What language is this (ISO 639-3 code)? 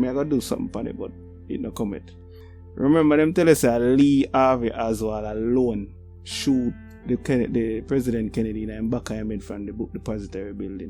jam